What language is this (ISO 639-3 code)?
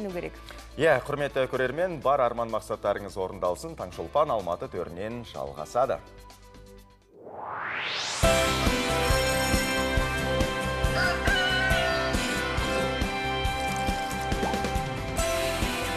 kaz